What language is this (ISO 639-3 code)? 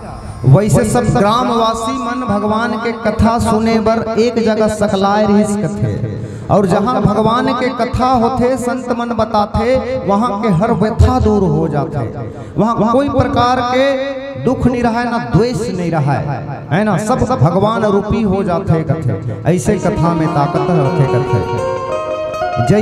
hne